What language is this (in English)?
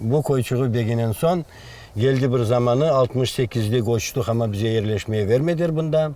Crimean Tatar